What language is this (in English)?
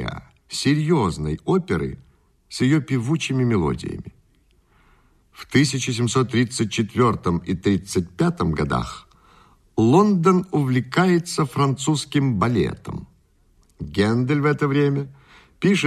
Russian